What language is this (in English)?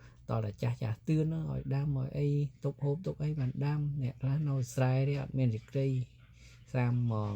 Khmer